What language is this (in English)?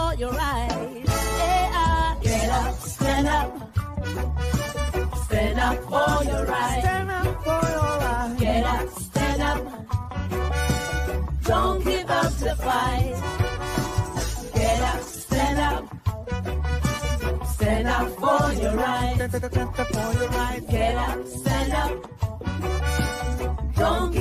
English